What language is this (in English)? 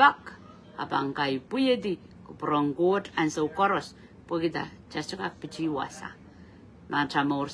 Pohnpeian